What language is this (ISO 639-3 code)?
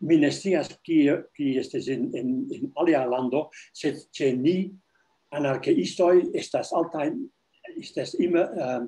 epo